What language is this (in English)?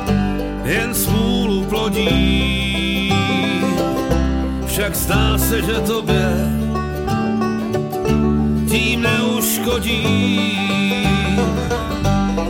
Czech